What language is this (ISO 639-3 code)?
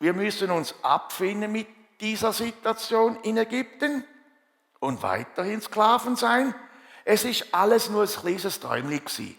gsw